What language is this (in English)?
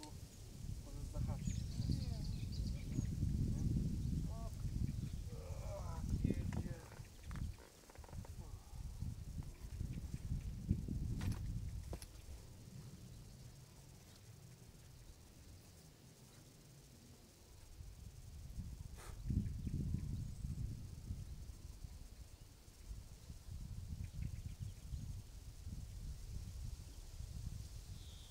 Polish